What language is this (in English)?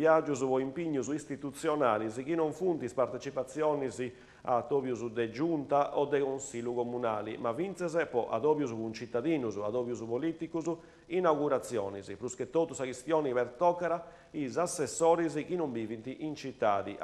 Sardinian